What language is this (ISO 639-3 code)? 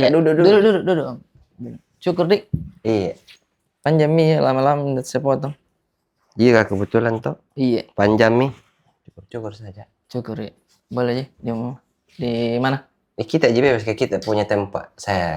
mfp